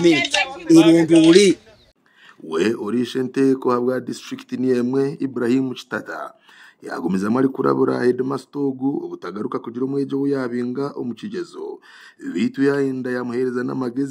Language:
Nyankole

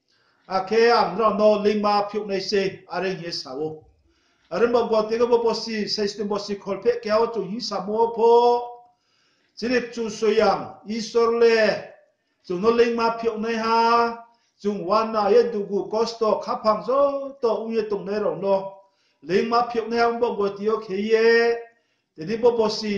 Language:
Riang (India)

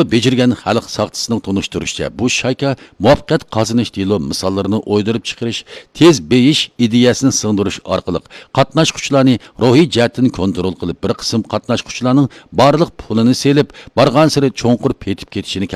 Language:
Uyghur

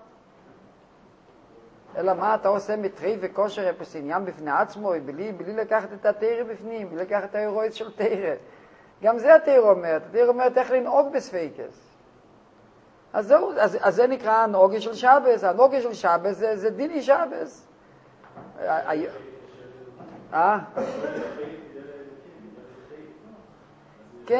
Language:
Hebrew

